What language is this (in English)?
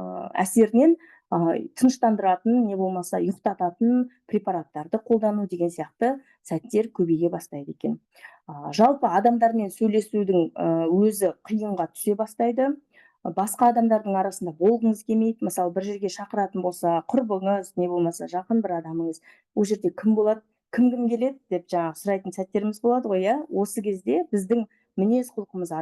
Kazakh